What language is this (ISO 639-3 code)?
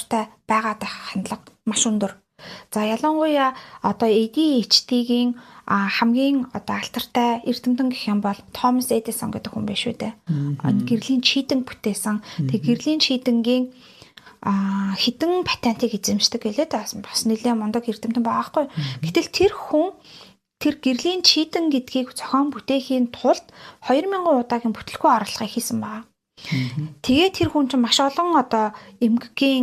mon